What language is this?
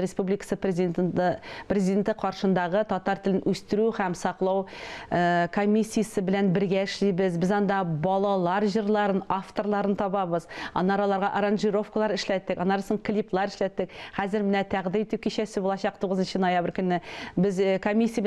Tatar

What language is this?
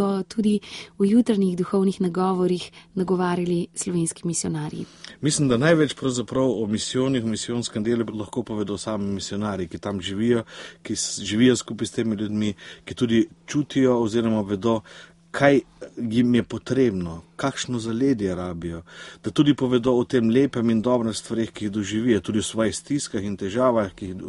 Slovenian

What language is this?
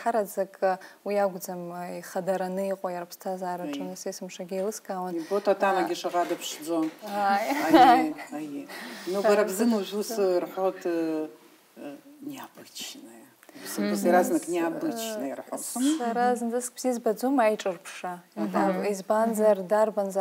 Abkhazian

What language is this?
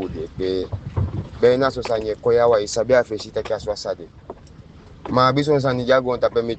Eastern Maroon Creole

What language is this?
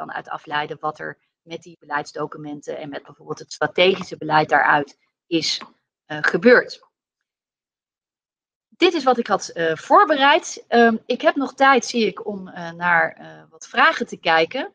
Dutch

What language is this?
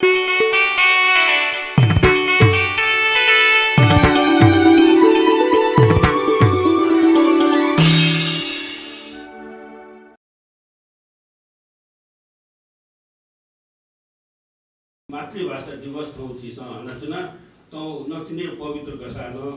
Newari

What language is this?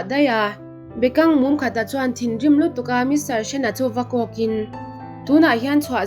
Mizo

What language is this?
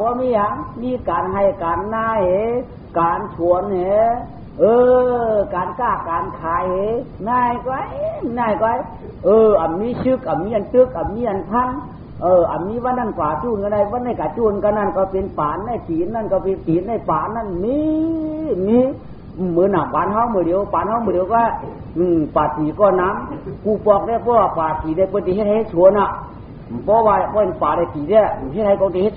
Shan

